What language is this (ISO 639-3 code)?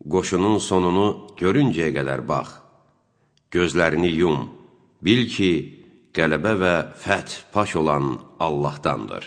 aze